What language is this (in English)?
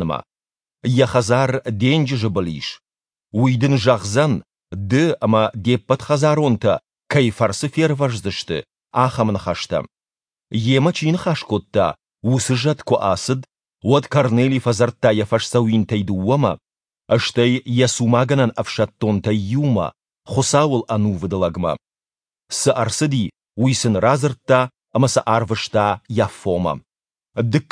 Ossetic